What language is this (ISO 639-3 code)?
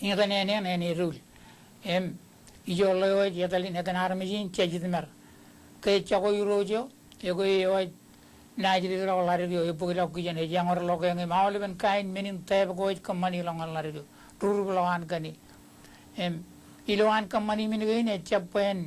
mah